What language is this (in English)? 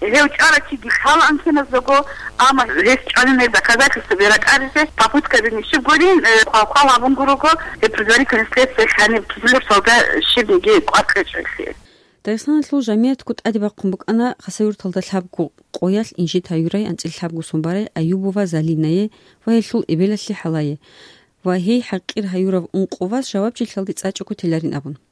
Avaric